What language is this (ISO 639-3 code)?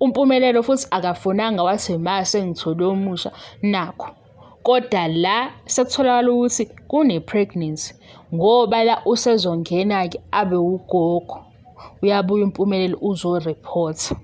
zul